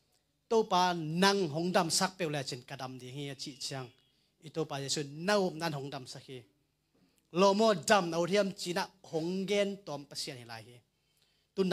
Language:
Tedim Chin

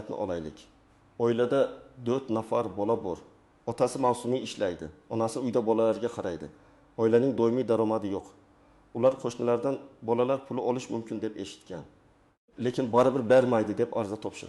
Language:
Uzbek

